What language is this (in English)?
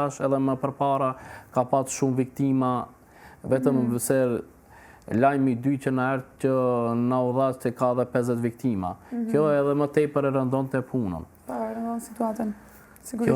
Albanian